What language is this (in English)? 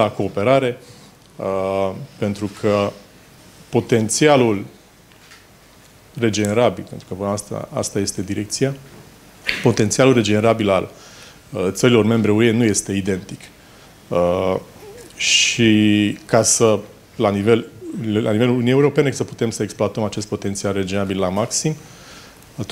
Romanian